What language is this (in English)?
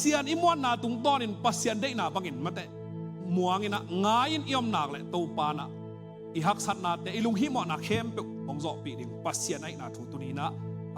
Tedim Chin